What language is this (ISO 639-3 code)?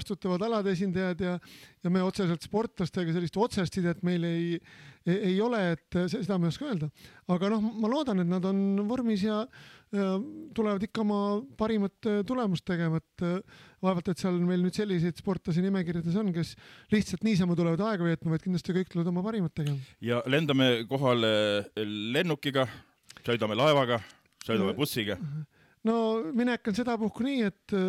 est